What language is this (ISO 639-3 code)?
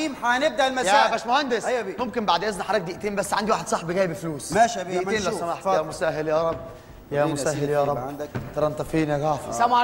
arz